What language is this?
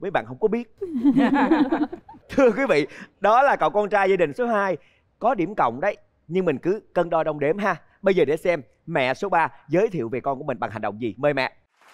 Vietnamese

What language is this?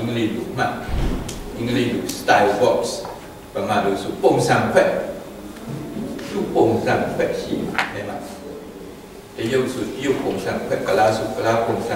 Burmese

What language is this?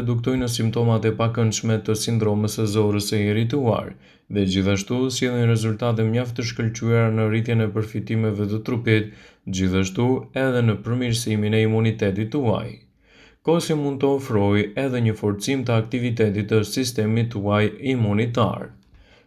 Albanian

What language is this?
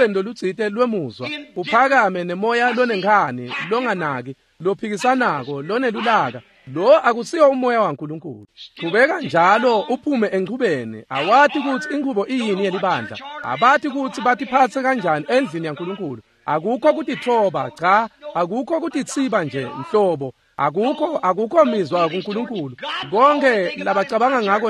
Swati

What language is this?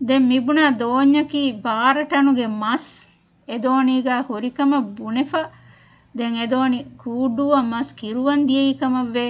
Divehi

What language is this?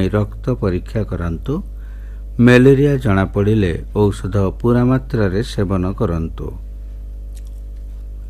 Odia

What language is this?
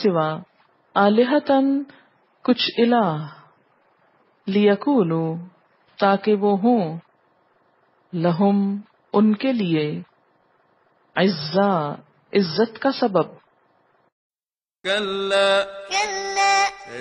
Urdu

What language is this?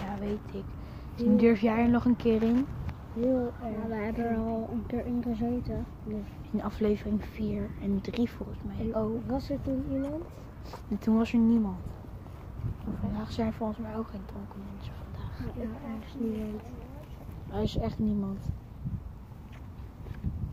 Dutch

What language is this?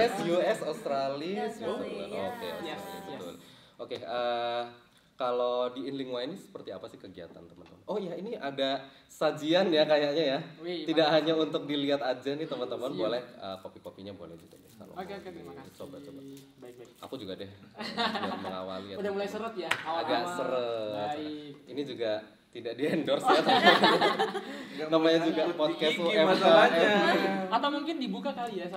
Indonesian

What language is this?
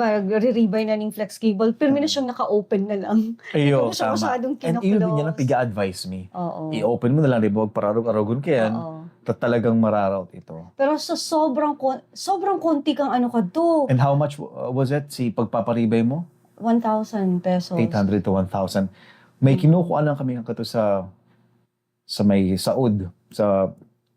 Bikol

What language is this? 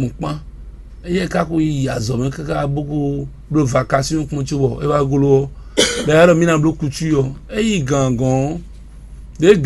Fon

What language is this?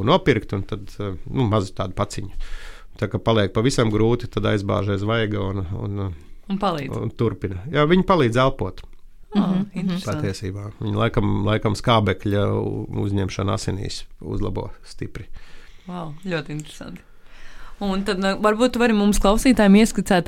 Latvian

